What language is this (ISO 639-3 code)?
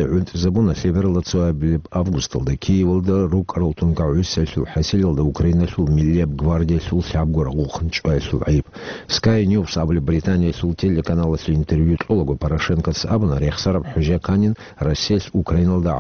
ava